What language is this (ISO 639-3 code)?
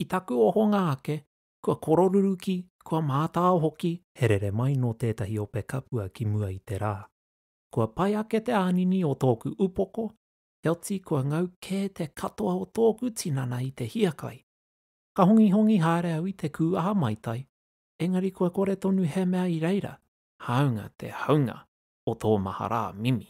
mri